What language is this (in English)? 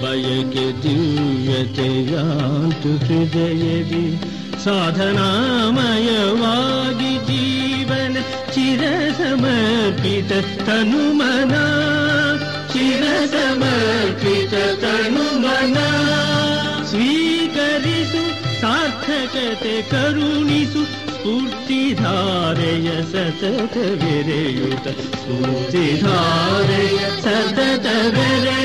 Kannada